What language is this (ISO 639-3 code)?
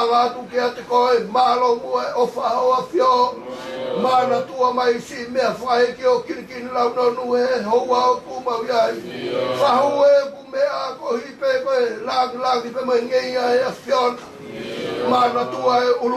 ton